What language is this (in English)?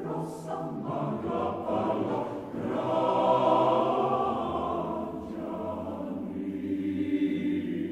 Serbian